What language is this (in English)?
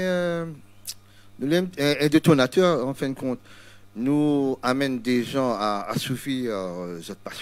Réunion Creole French